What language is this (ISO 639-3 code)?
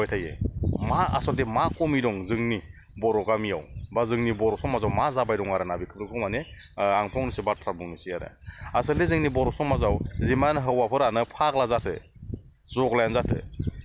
brx